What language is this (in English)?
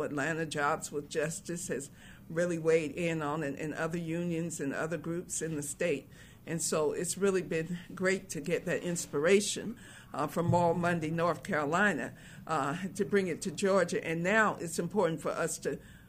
English